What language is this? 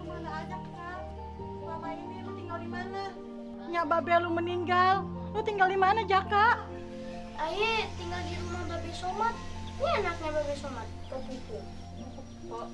Betawi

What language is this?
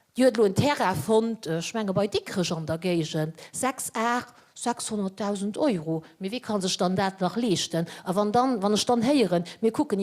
Luxembourgish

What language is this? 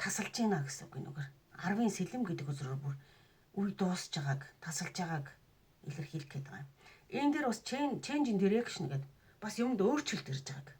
Mongolian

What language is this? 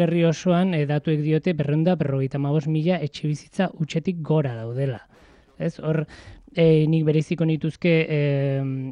Basque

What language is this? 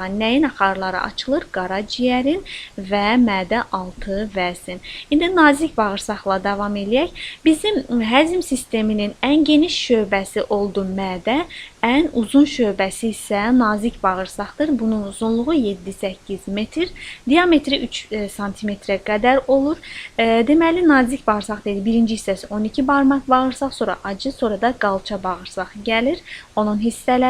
Azerbaijani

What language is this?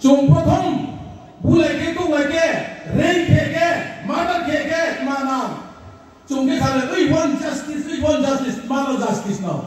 Riang (India)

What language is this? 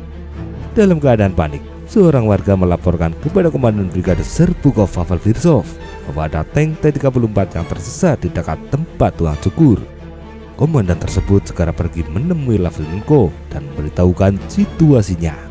Indonesian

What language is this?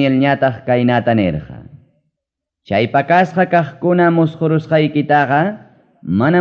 Ayacucho Quechua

